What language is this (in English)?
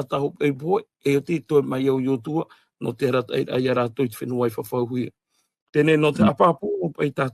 Tahitian